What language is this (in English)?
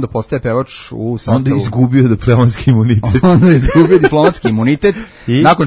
Serbian